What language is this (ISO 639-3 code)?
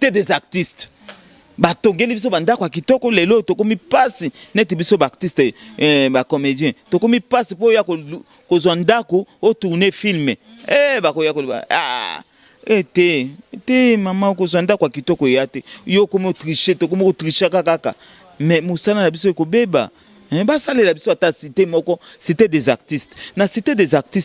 lin